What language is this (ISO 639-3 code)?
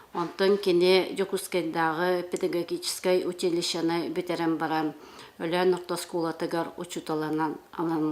sah